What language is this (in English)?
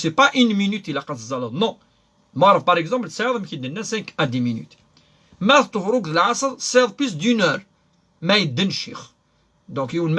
Kabyle